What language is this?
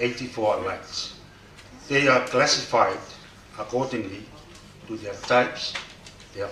Tongan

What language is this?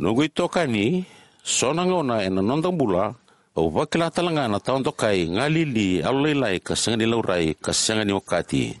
Fijian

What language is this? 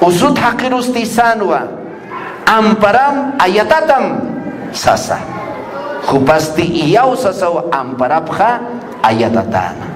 Aymara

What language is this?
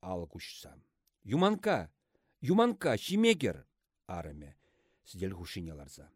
Chuvash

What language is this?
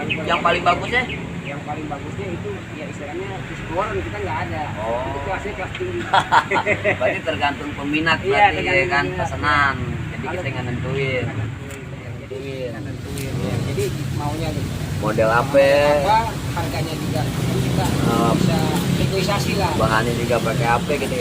Betawi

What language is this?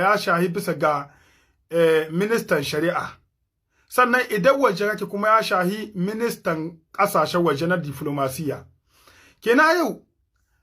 Hausa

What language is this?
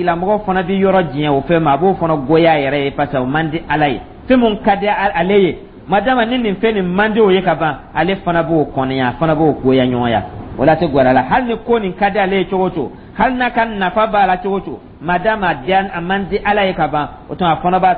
Dyula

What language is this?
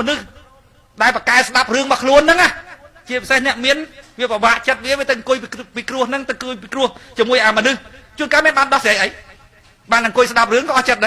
Khmer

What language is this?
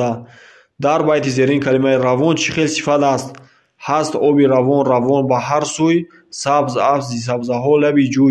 Tajik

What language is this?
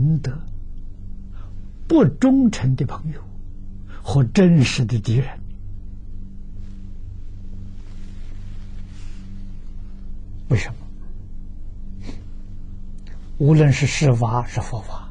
Chinese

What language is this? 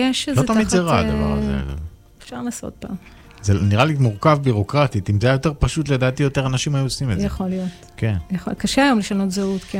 Hebrew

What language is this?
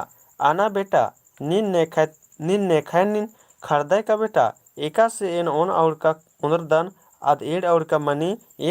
Kurukh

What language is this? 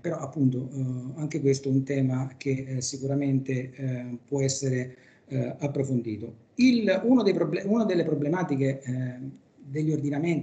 Italian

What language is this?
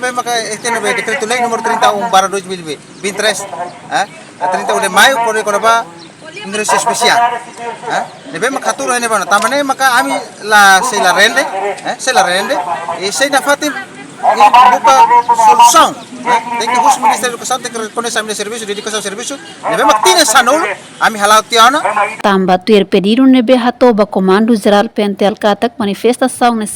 Tetum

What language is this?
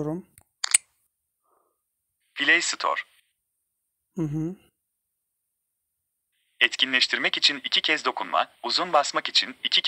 Turkish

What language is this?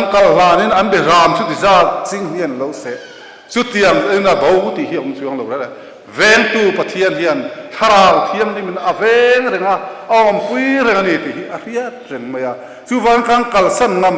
Mizo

